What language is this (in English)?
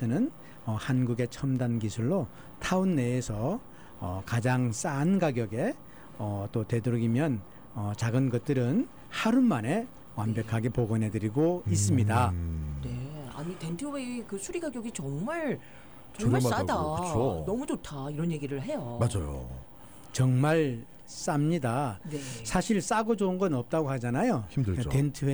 Korean